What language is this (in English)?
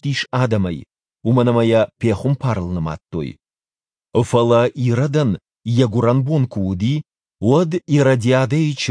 Ossetic